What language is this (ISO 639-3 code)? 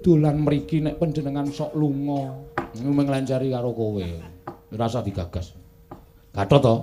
jav